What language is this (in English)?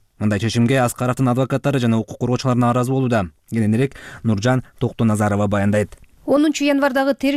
Kyrgyz